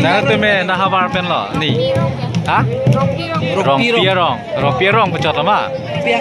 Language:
Karbi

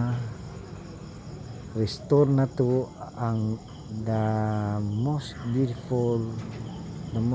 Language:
Cebuano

